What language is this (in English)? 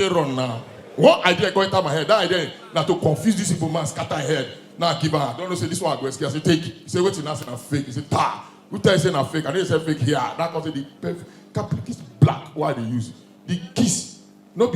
Nigerian Pidgin